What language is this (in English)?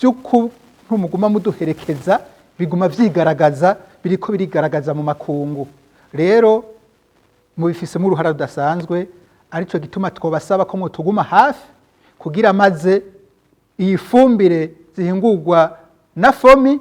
Rundi